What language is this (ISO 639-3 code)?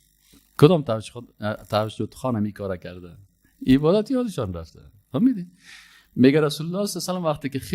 fas